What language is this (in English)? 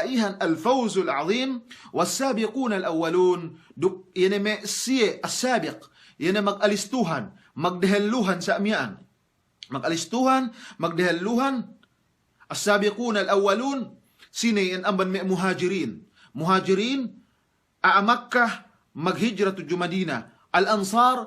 Yakan